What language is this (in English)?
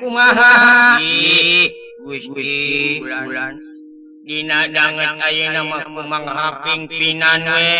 Sundanese